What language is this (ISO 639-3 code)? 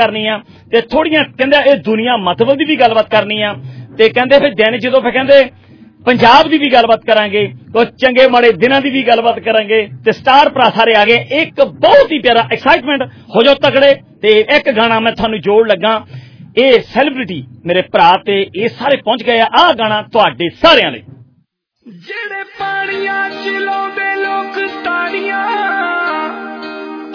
pan